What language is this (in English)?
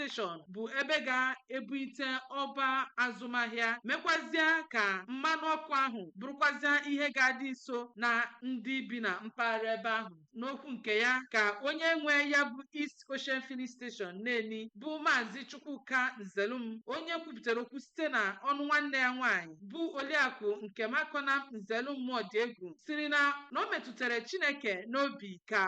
Igbo